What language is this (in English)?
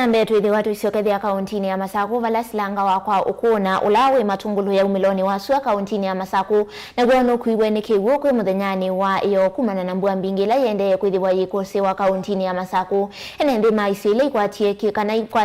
Kamba